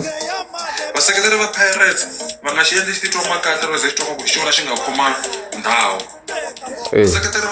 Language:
Tsonga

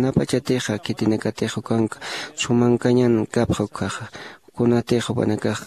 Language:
Aymara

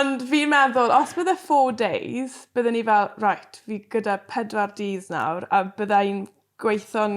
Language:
Welsh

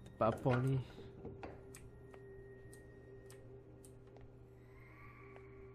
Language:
Malay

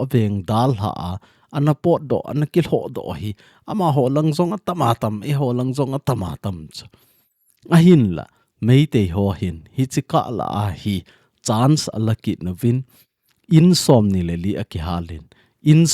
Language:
Thado Chin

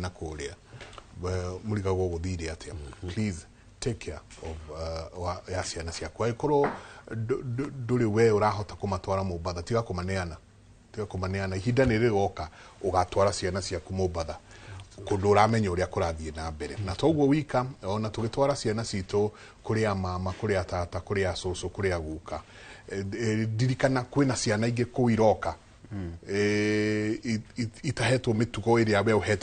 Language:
Kikuyu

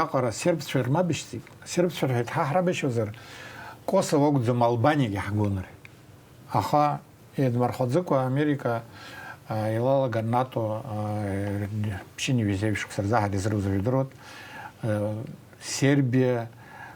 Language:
Abkhazian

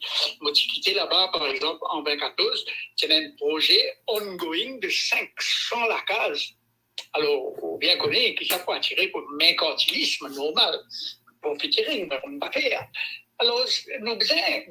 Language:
Morisyen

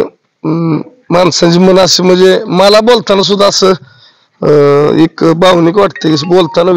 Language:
Marathi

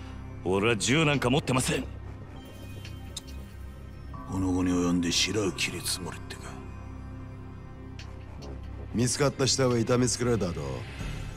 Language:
Japanese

